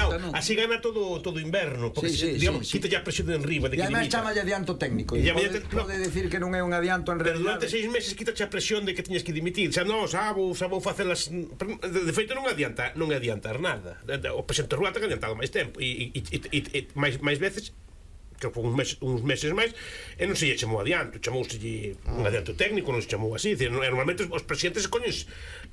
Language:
Galician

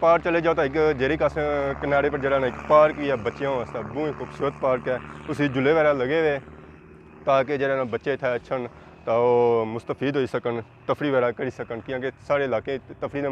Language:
Pahari-Potwari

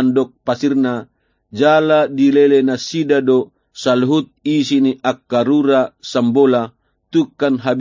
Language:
Batak Toba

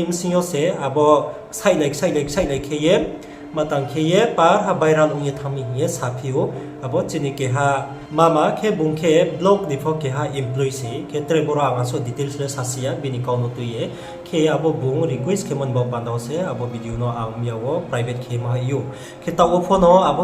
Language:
Riang (India)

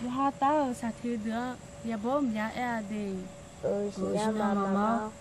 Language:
Akha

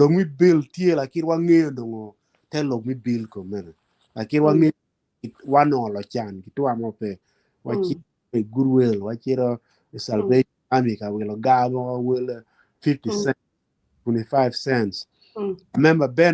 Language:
Acoli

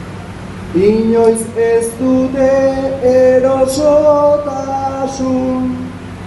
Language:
Basque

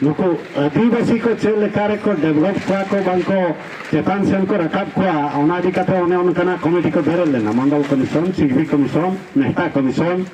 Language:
Santali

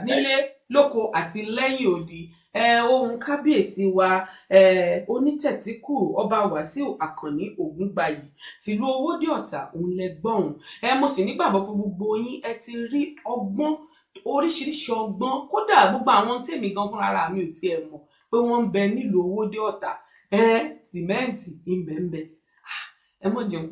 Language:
Yoruba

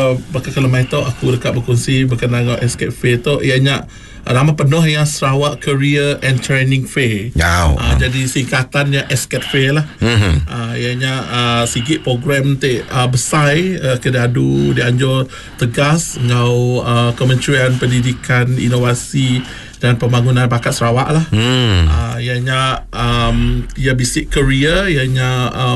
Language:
Iban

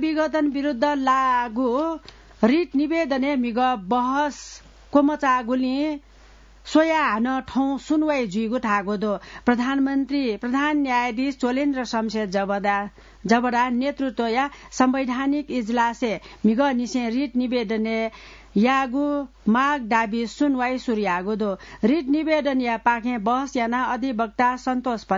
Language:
Newari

